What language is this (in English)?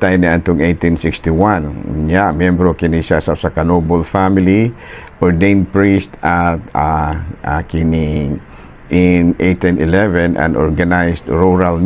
Cebuano